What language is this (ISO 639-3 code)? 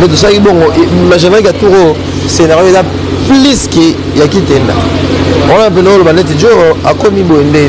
lin